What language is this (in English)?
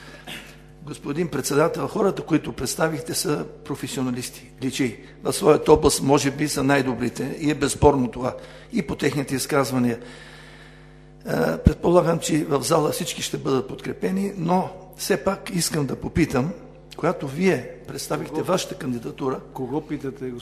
Bulgarian